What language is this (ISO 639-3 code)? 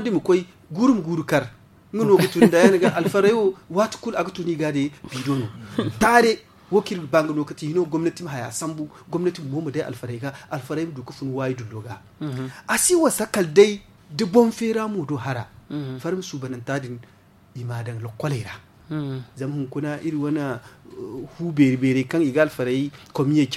dje